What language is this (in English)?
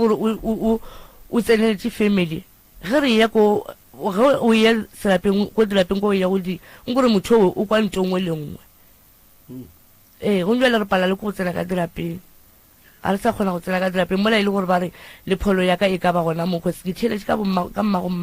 Northern Sotho